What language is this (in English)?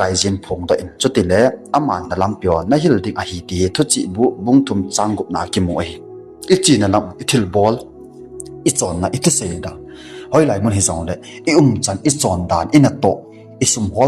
Thado Chin